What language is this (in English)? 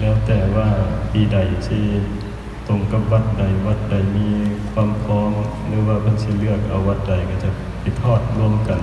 Northeastern Thai